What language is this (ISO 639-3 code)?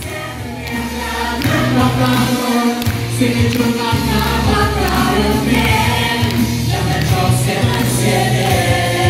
crh